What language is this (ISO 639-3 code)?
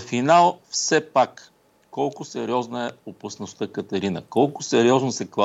bul